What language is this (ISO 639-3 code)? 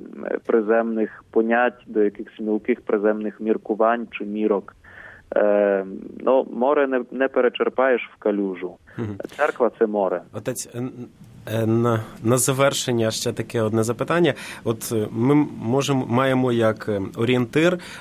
ukr